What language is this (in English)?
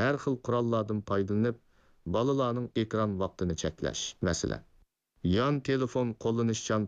Uyghur